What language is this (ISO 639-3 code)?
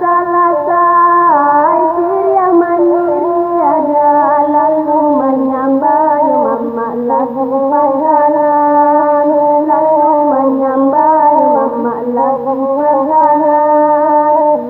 min